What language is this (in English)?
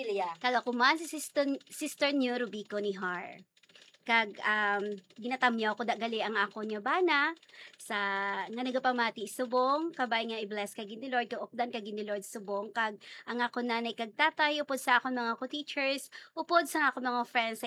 Hiligaynon